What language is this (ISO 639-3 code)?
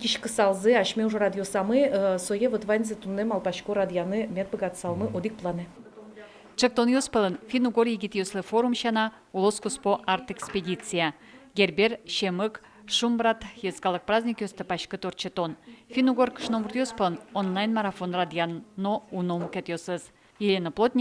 udm